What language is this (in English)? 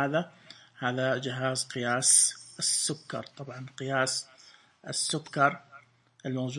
Najdi Arabic